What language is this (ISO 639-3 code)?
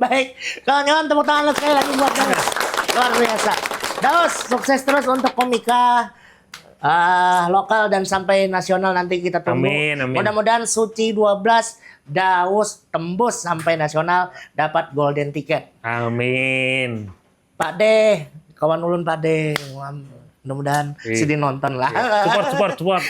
bjn